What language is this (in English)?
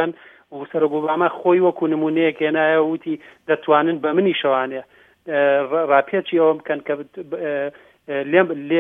Central Kurdish